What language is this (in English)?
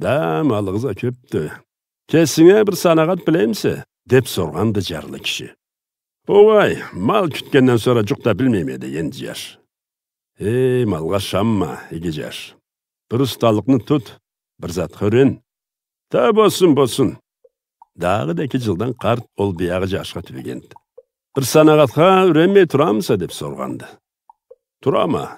Karachay-Balkar